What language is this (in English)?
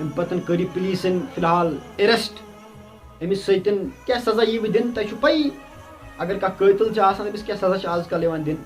Kashmiri